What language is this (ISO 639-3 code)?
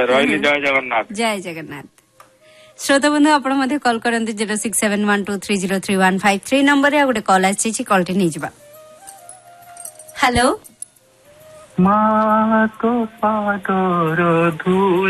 ori